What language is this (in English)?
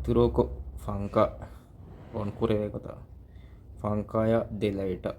Divehi